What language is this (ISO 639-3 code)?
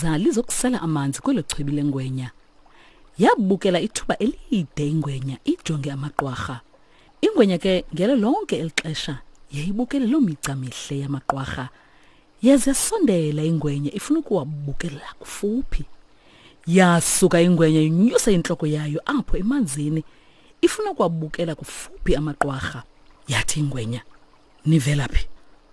xho